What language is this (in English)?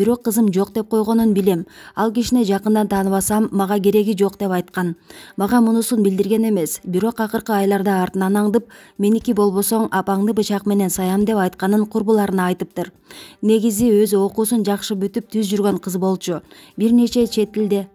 Kyrgyz